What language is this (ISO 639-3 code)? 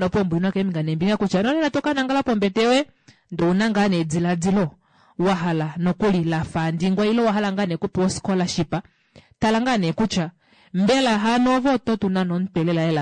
kua